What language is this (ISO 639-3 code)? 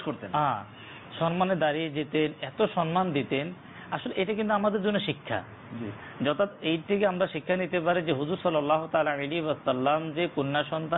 ben